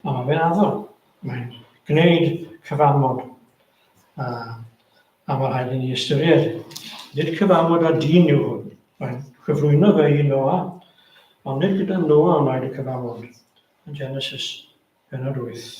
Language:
Welsh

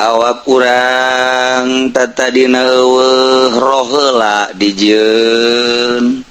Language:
Sundanese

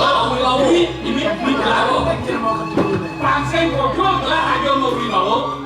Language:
Balinese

